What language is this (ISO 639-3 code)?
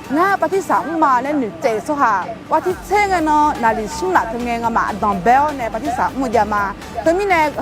ahk